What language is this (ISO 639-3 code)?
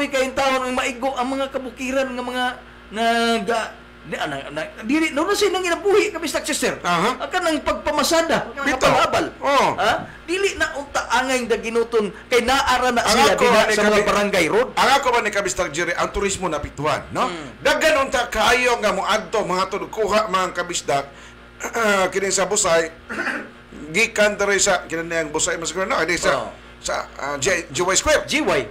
ceb